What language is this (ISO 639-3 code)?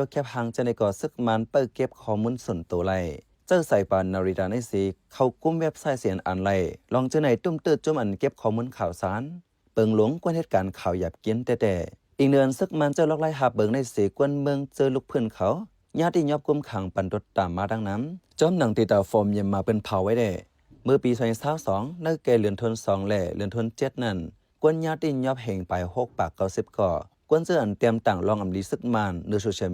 shn